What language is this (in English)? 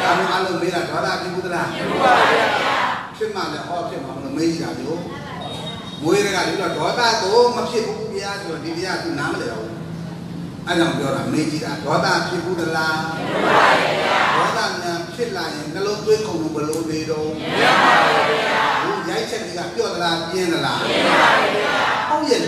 Burmese